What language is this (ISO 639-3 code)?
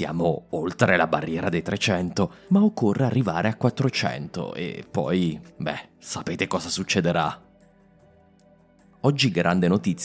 ita